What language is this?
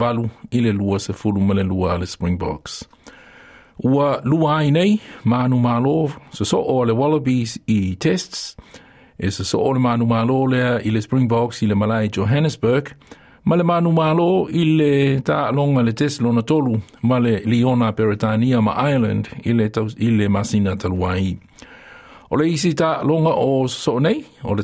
Samoan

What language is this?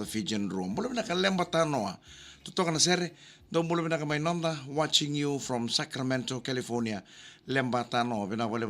Fijian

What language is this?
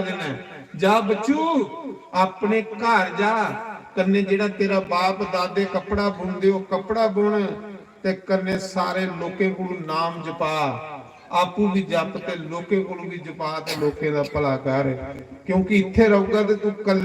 Dogri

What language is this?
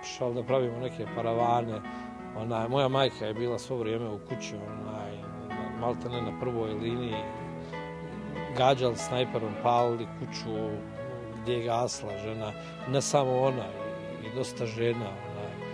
Bosnian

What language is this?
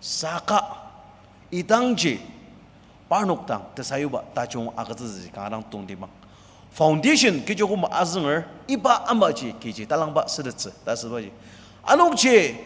Ao Naga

